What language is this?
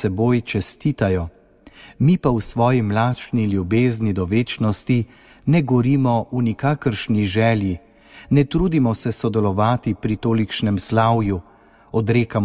Slovenian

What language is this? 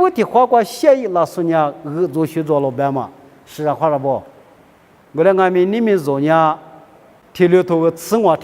Lisu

